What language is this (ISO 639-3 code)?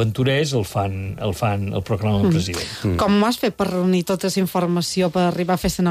cat